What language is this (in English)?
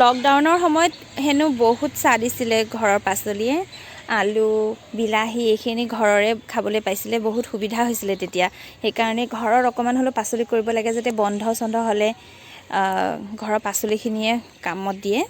Assamese